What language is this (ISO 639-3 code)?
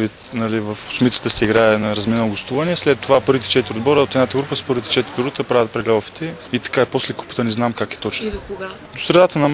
bul